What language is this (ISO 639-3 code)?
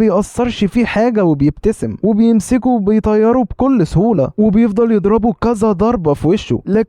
arz